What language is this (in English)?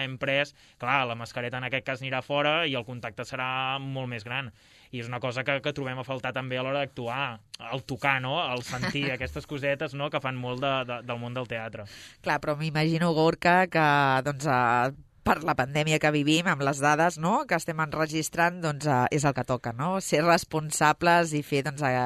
Catalan